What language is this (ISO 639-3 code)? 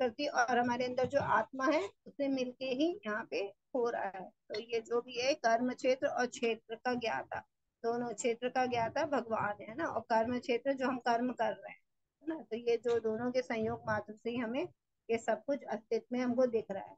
hin